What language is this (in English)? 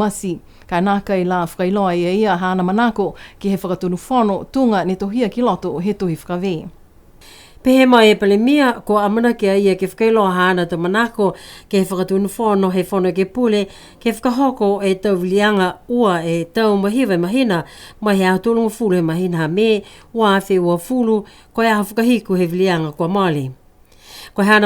Niuean